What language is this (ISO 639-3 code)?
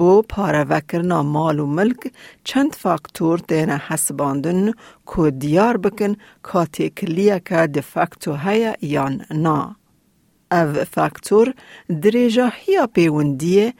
kur